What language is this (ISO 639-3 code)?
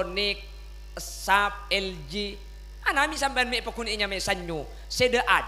mad